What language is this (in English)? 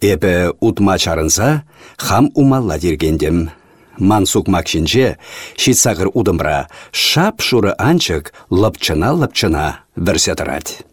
Chuvash